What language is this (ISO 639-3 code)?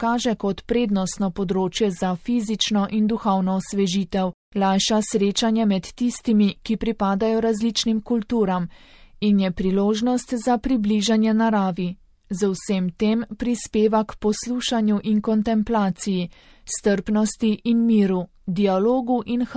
slv